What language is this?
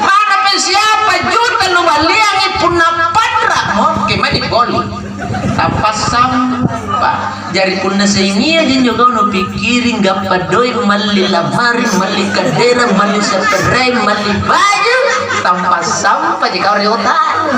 Makasar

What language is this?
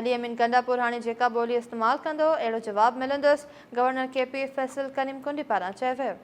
Sindhi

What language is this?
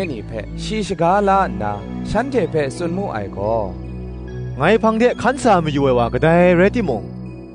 Kachin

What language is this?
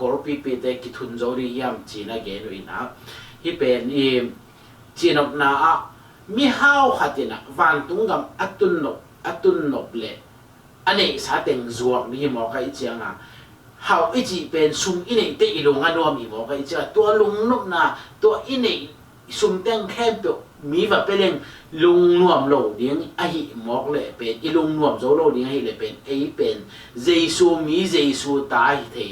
Tedim Chin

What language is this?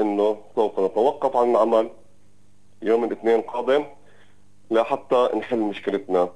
North Levantine Arabic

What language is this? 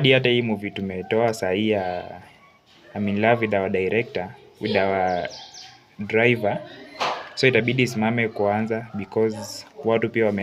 Swahili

